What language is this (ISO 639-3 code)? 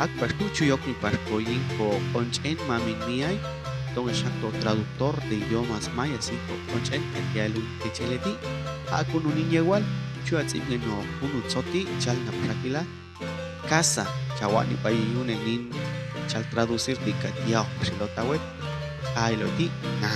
jac